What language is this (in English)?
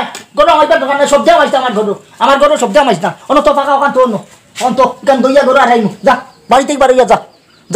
Sylheti